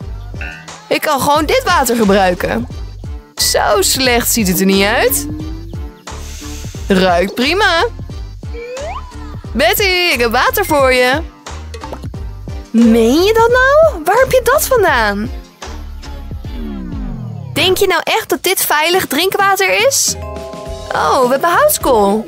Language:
Dutch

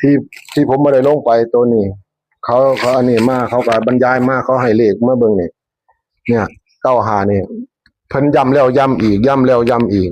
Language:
Northeastern Thai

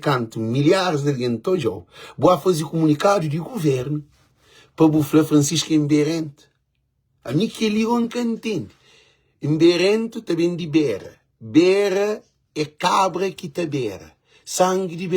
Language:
Kabuverdianu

